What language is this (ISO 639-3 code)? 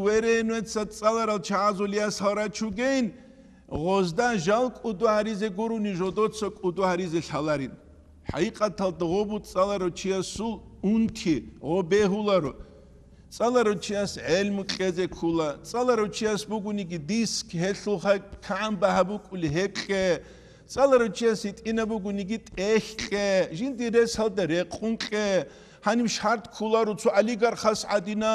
ava